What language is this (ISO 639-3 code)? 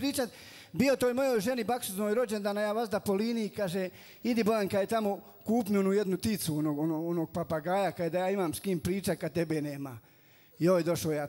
bos